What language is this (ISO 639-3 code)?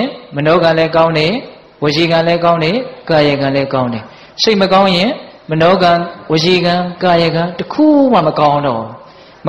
mya